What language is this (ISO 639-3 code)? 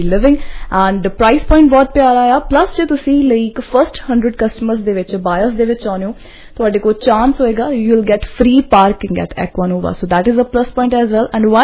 pan